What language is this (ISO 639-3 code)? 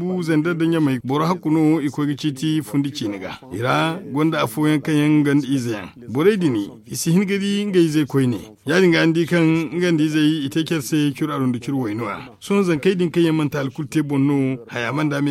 dje